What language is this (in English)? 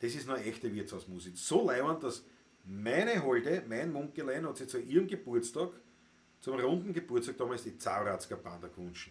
Bavarian